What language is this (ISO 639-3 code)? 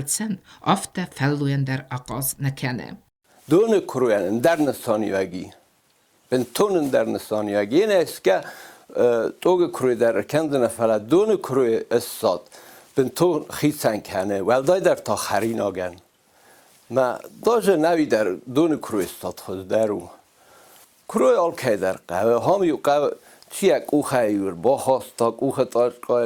oss